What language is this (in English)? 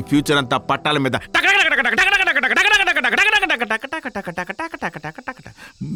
Telugu